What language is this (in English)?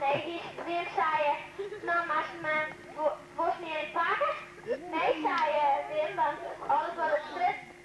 Western Frisian